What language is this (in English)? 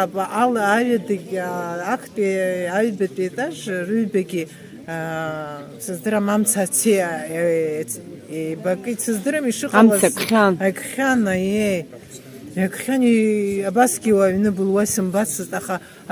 Abkhazian